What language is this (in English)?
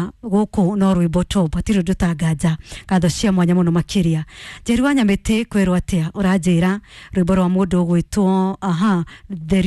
Kikuyu